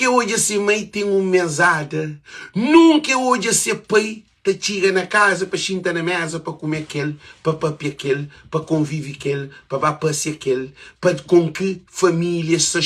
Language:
Kabuverdianu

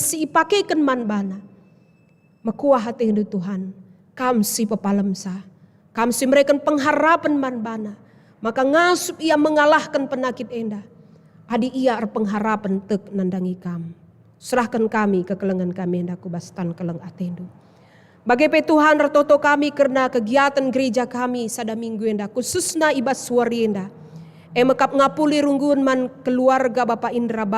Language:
Batak Karo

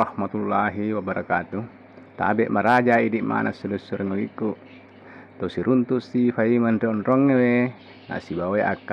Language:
Buginese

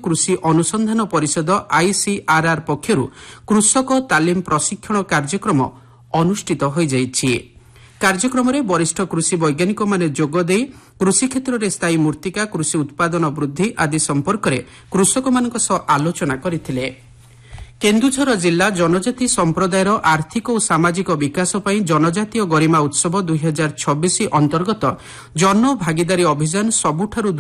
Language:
Odia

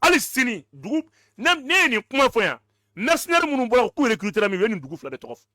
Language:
Bambara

